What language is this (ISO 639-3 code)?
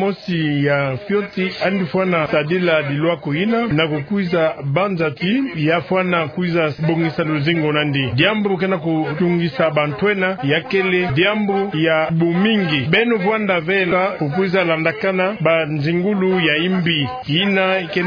ktu